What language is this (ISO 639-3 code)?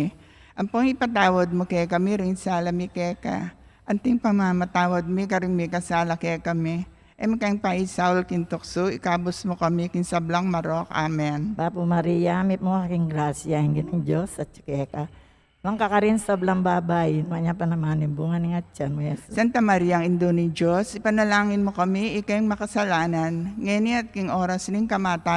pam